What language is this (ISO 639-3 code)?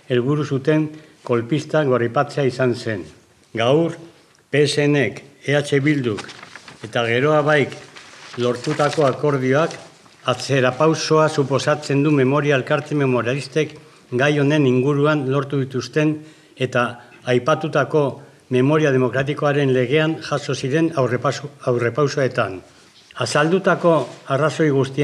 eus